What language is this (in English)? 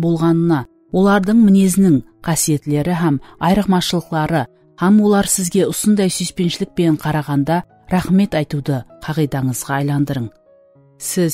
Kara-Kalpak